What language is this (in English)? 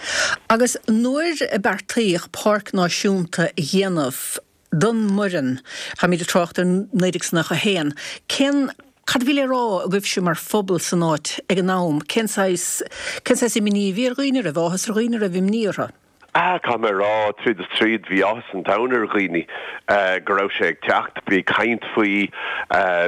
Irish